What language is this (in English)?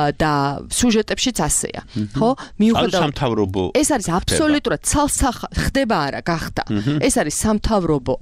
Georgian